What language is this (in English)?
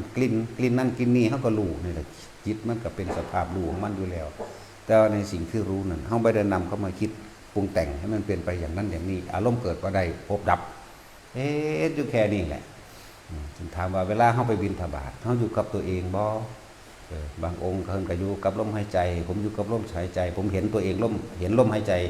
Northeastern Thai